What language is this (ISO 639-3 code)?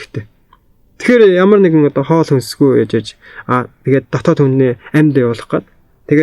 mon